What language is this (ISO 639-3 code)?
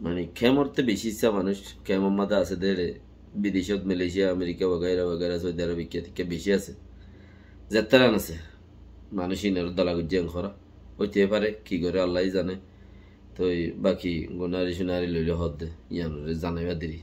rhg